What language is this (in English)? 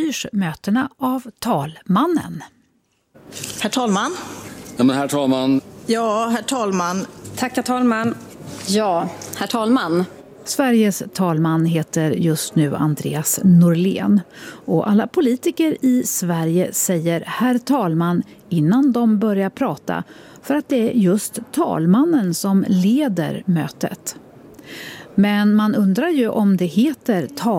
Swedish